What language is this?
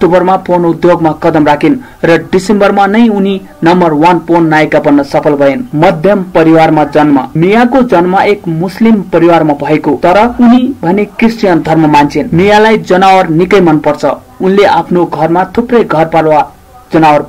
Nepali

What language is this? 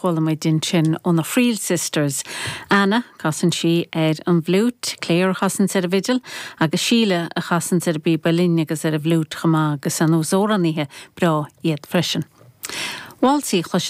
Irish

